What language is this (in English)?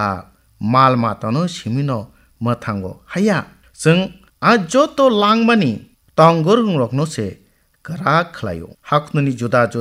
Kok Borok